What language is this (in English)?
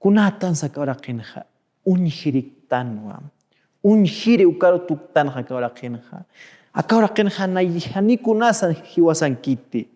Aymara